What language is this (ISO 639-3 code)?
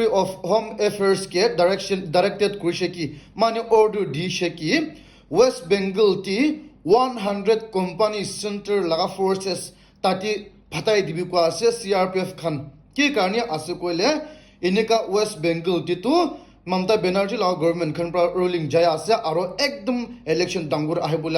nag